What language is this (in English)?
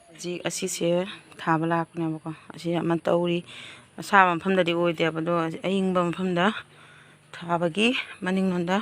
Manipuri